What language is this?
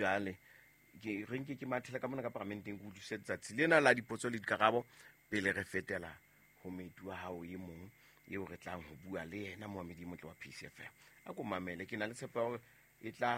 Southern Sotho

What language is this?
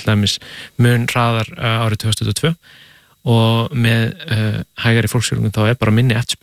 Icelandic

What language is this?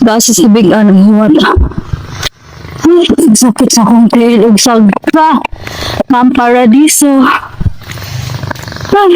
Cebuano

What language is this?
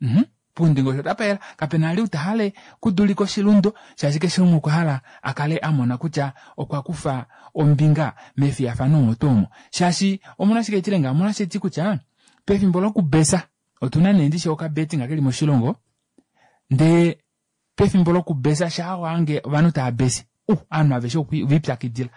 Kuanyama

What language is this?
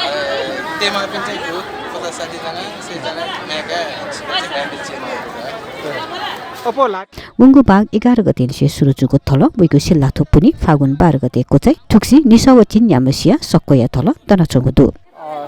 Newari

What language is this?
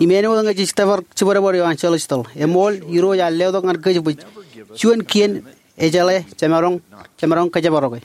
Marshallese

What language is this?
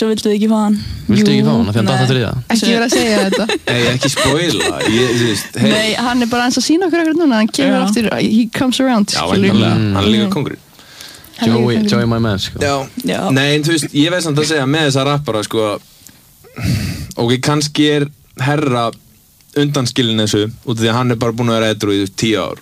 Icelandic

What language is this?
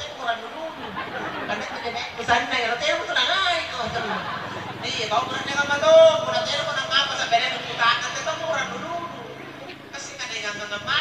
Makasar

